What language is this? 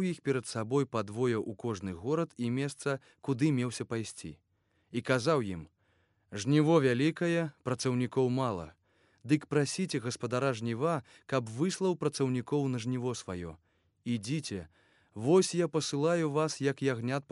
Belarusian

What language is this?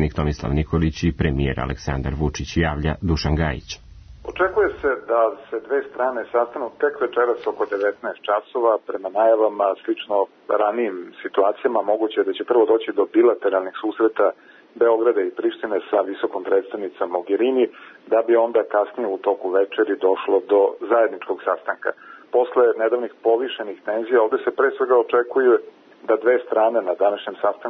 Serbian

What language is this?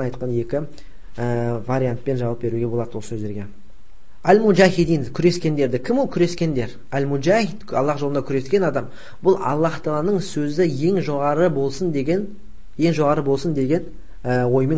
Kazakh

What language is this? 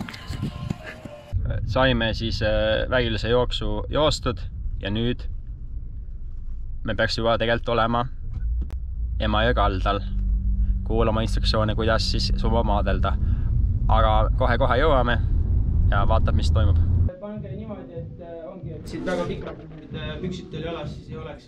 Estonian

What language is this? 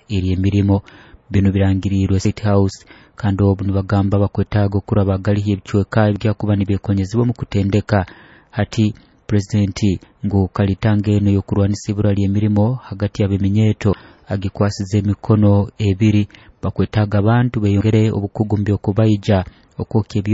Nyoro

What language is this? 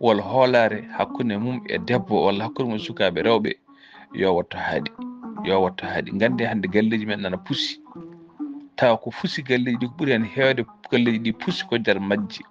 Fula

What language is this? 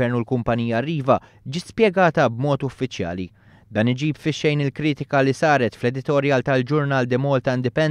Maltese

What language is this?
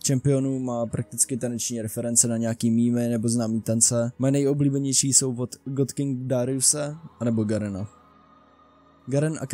Czech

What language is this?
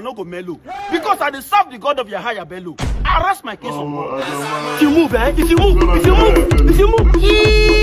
Nigerian Pidgin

